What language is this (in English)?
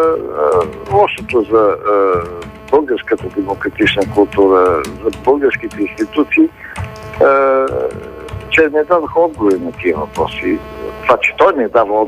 Bulgarian